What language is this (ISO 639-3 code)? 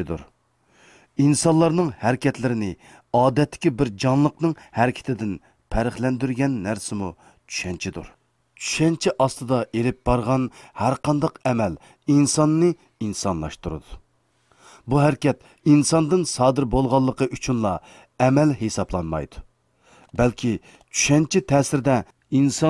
uig